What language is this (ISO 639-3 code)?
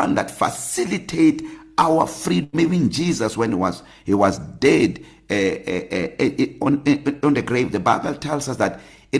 eng